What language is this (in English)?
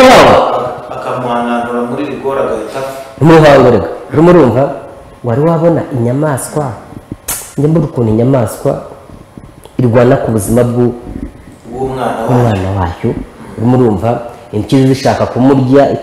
Kinyarwanda